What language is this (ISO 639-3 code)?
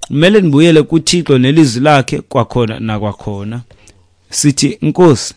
xho